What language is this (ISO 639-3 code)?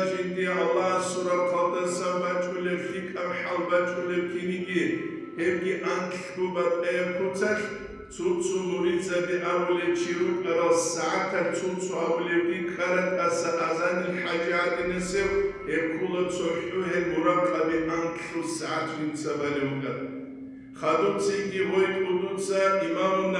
ava